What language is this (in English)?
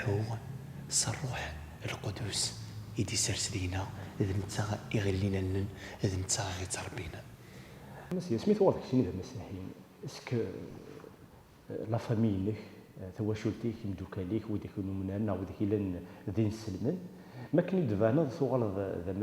Kabyle